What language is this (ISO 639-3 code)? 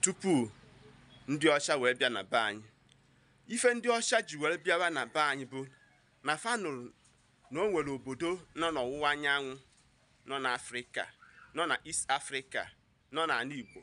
ibo